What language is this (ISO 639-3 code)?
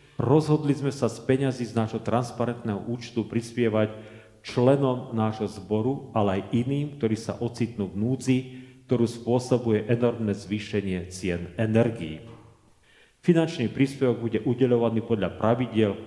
slk